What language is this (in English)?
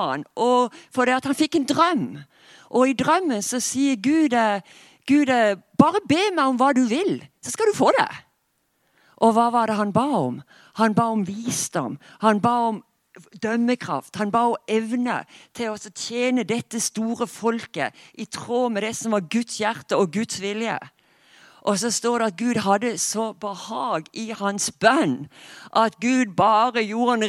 Norwegian